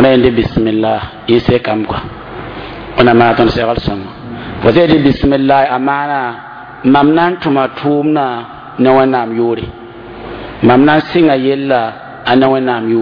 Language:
Mossi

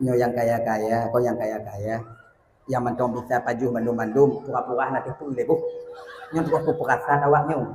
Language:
Achinese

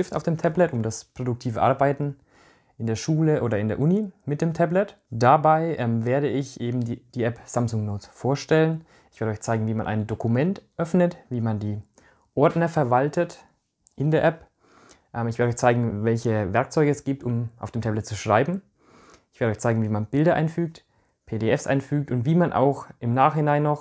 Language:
German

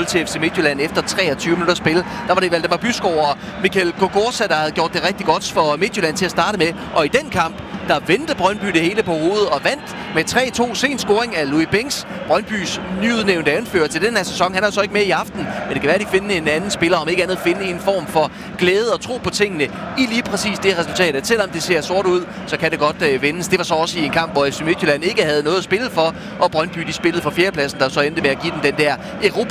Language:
Danish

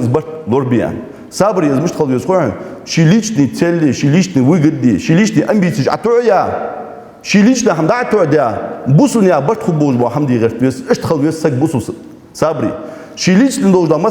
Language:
Ingush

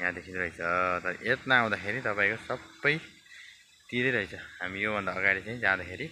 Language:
Nepali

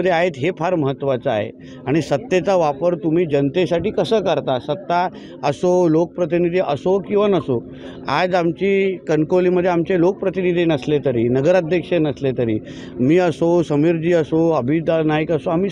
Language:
Marathi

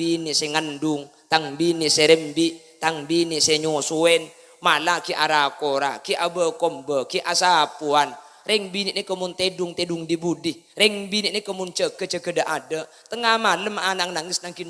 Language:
Madurese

